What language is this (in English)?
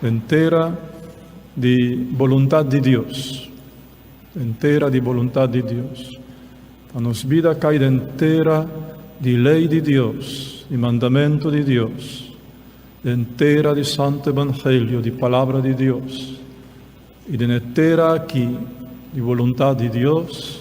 Papiamento